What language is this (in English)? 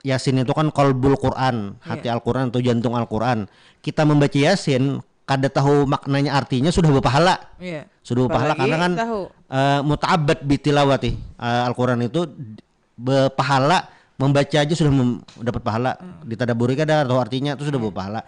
Banjar